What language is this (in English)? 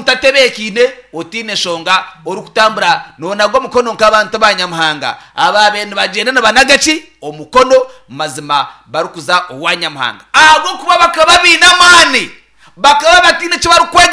Nyankole